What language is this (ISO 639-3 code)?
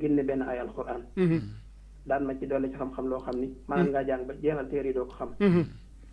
wol